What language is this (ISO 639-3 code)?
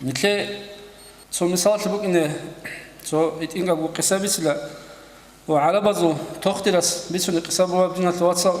ava